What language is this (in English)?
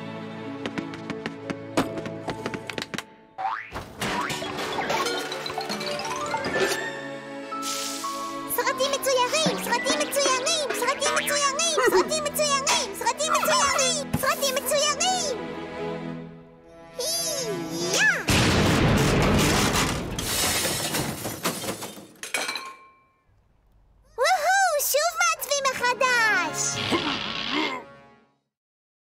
Hebrew